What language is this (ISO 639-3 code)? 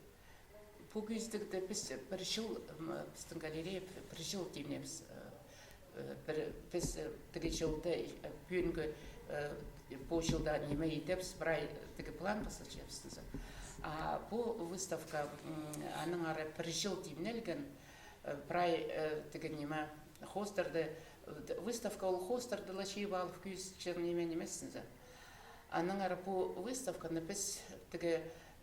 kjh